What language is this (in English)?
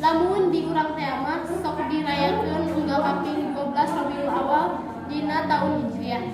Sundanese